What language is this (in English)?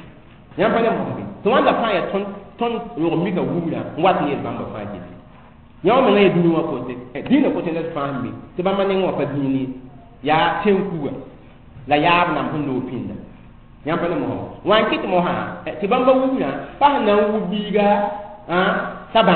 Mossi